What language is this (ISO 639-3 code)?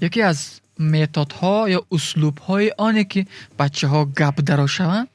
tgk